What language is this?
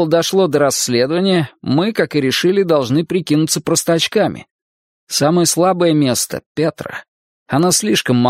Russian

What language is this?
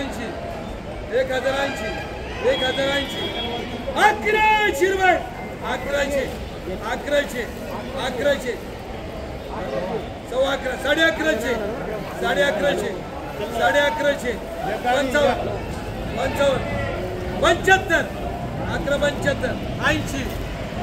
Marathi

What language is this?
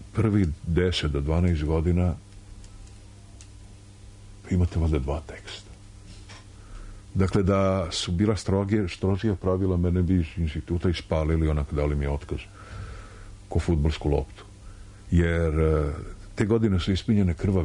Serbian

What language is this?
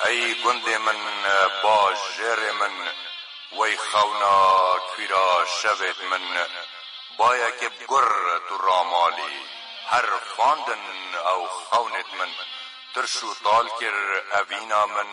Kurdish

